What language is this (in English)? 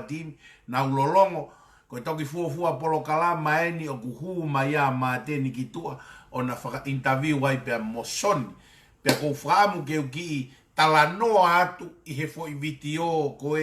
Tongan